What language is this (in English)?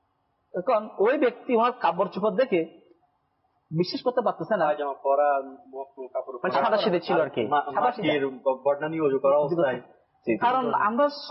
Bangla